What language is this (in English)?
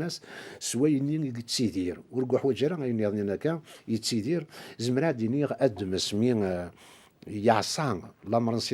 Kabyle